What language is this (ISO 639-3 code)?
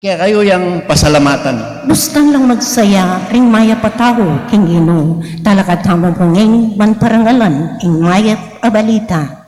pam